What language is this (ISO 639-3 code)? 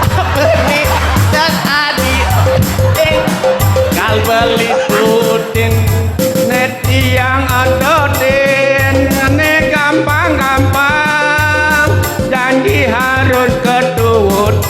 ban